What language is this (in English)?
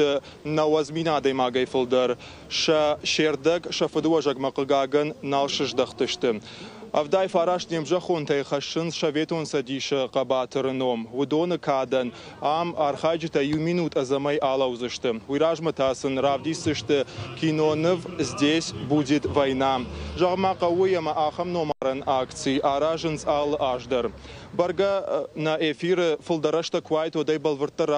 Ossetic